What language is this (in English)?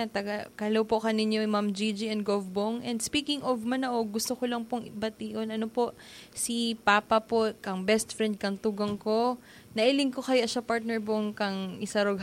Bikol